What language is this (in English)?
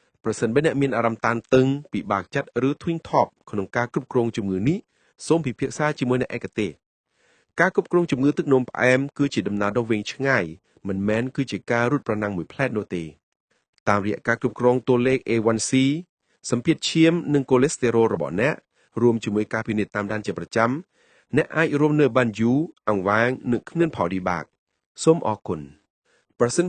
Khmer